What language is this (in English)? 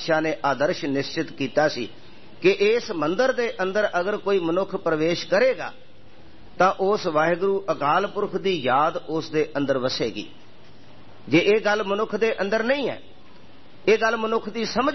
Punjabi